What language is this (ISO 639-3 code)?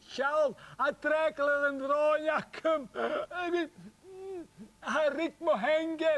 gla